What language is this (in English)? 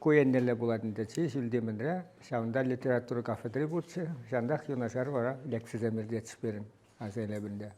Chuvash